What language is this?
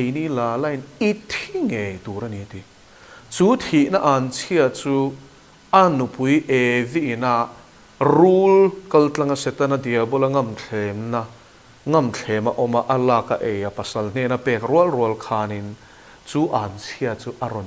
Mizo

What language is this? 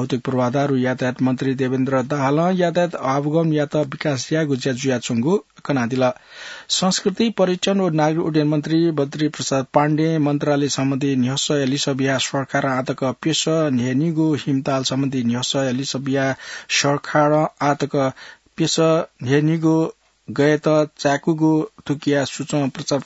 Newari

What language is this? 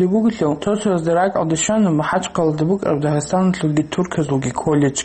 Avaric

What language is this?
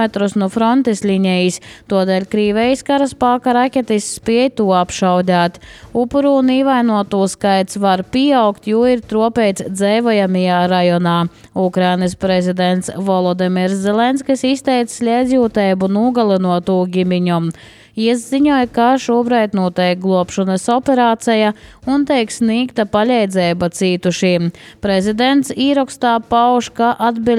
Latvian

